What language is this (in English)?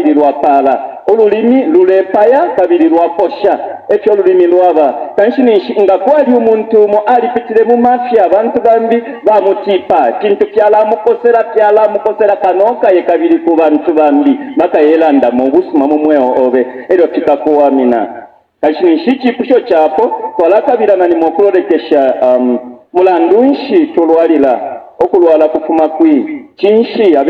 Bemba